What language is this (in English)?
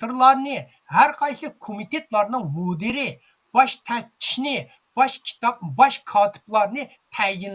Uyghur